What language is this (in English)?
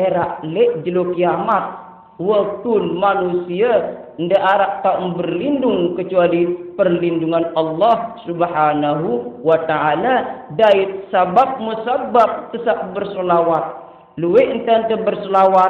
Sasak